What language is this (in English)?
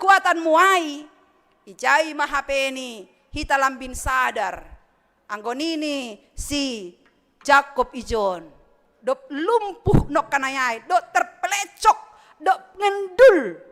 Batak Simalungun